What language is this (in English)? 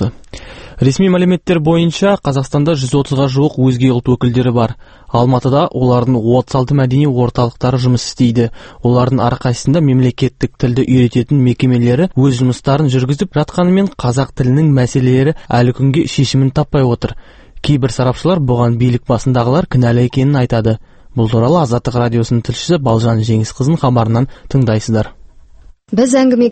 Kazakh